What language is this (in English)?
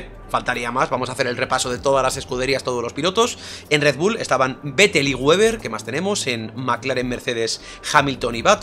Spanish